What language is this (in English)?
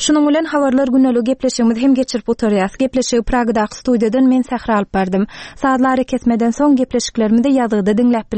Turkmen